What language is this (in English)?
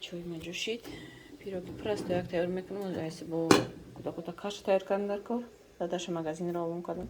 Tajik